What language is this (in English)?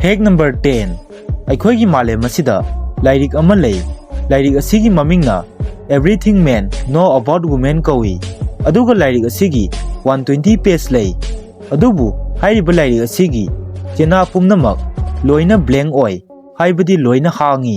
Manipuri